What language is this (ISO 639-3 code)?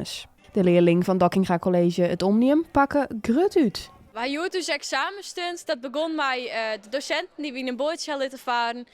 fry